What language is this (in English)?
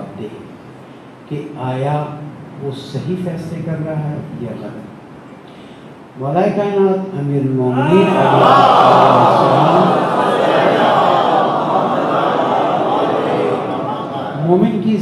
Urdu